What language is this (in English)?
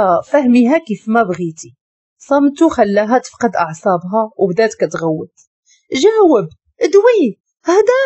Moroccan Arabic